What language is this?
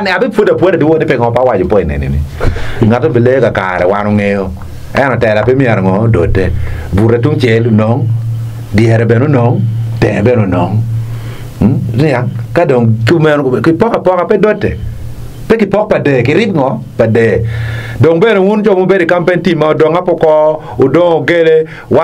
Acoli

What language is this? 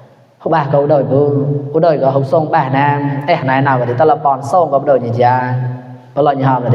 Mon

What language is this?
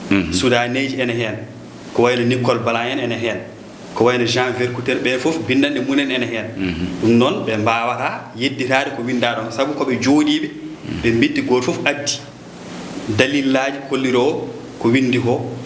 Fula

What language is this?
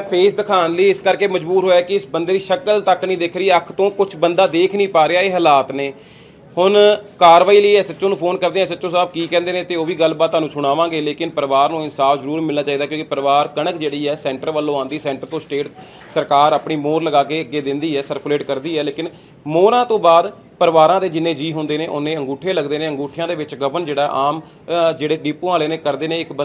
Punjabi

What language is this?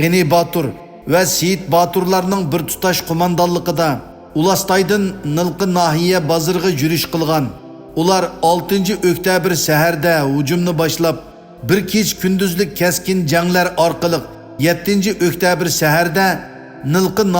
Uyghur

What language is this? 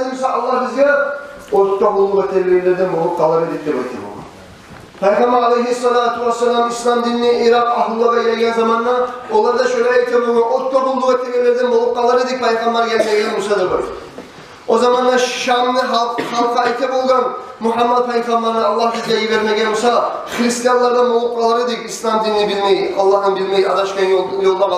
Kumyk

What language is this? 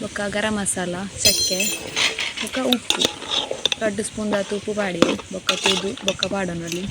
Tulu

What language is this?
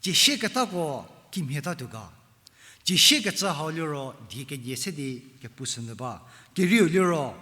Angami Naga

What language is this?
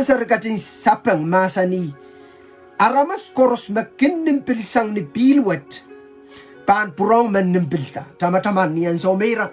Pohnpeian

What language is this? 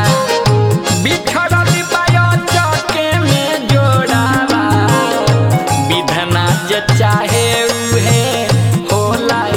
Bhojpuri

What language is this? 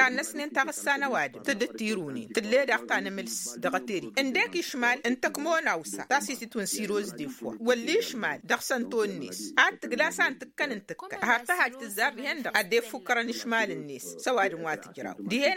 Tamasheq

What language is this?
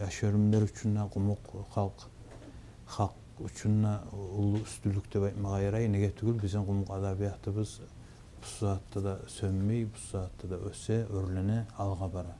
Kumyk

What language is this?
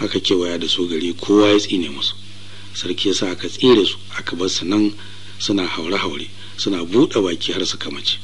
Hausa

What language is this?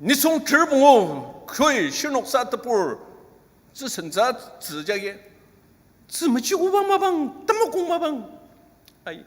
Ao Naga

